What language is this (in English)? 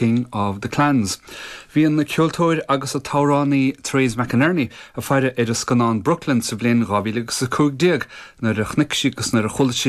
Irish